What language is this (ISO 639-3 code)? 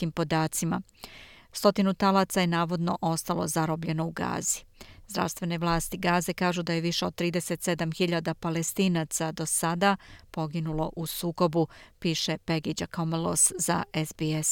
srp